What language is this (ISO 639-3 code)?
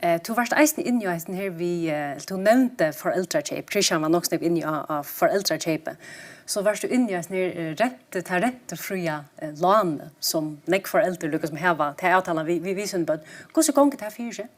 fao